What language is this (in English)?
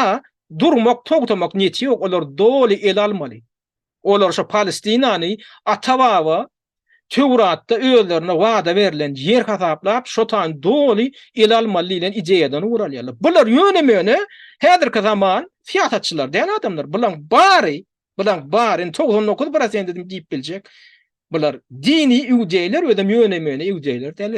Turkmen